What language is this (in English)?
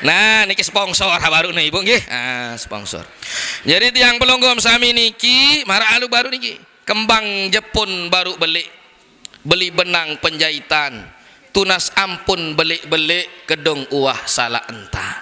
Sasak